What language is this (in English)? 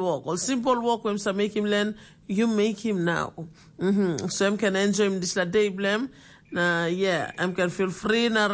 Tok Pisin